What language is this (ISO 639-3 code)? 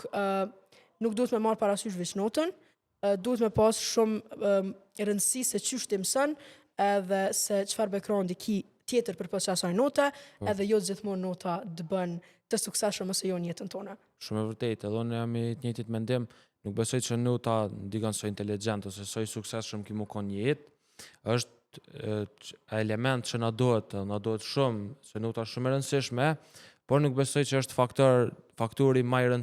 sqi